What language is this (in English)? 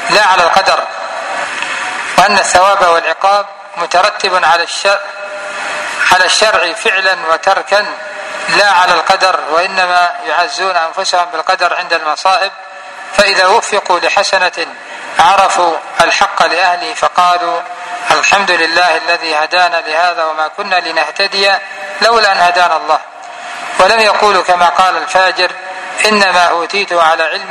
Arabic